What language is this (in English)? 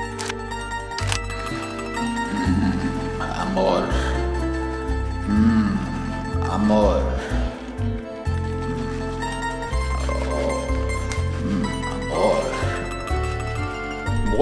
Danish